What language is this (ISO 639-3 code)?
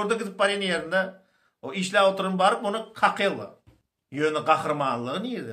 tuk